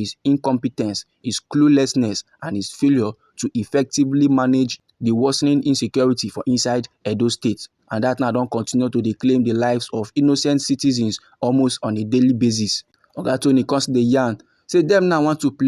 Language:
Nigerian Pidgin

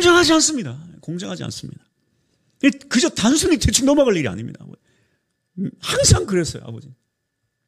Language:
Korean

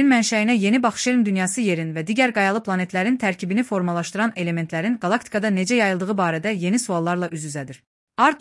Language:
Azerbaijani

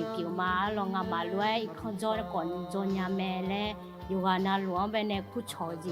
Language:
Akha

